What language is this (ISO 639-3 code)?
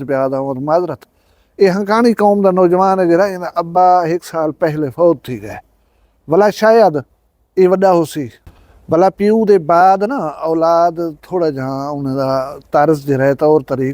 skr